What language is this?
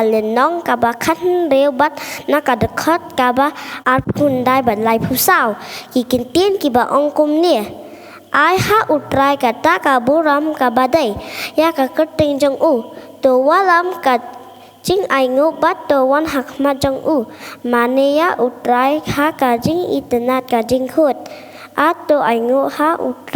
Khasi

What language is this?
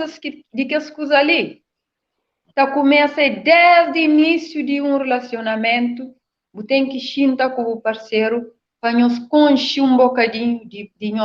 Kabuverdianu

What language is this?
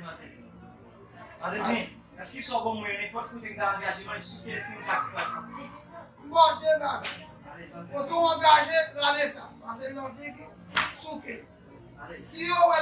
Haitian Creole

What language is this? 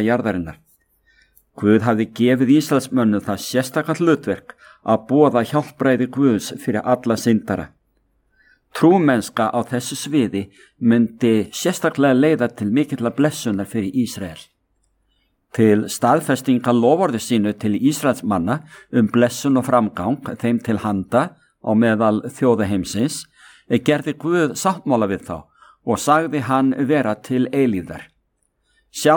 Icelandic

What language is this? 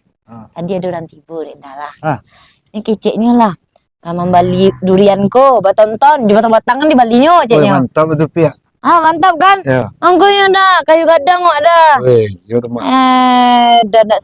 Minangkabau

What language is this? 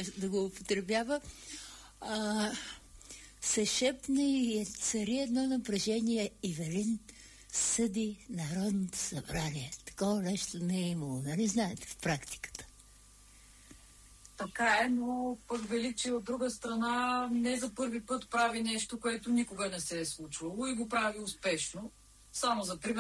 Bulgarian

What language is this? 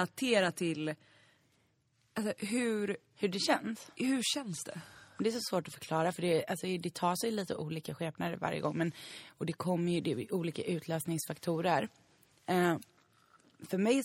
Swedish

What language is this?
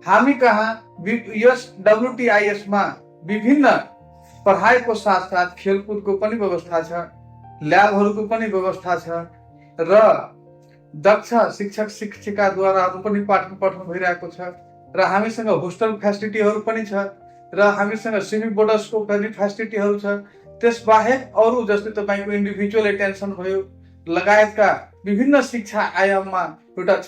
Nepali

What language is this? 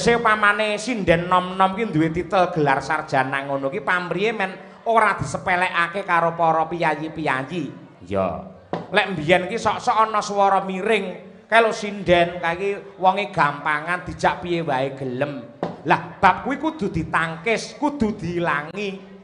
Javanese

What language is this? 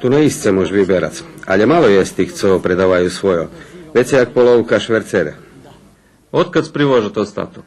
Rusyn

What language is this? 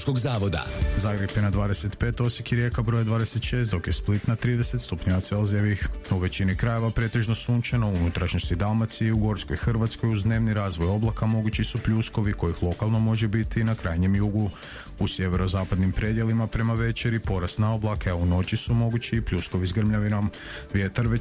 Croatian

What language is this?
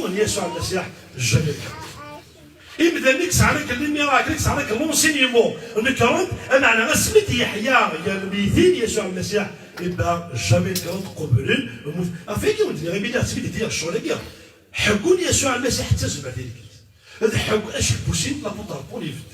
Kabyle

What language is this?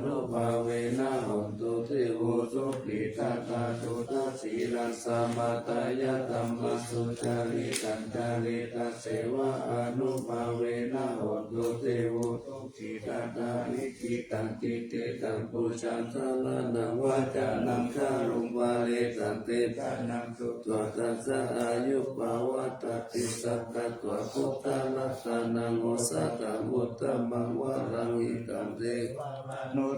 Pali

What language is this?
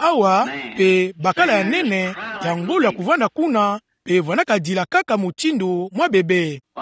Kituba (Democratic Republic of Congo)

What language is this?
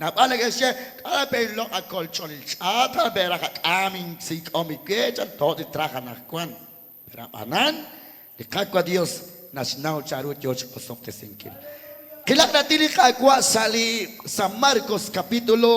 Kekchí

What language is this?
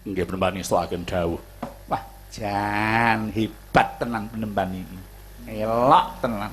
Javanese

